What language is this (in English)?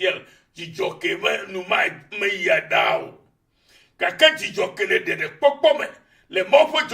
Ewe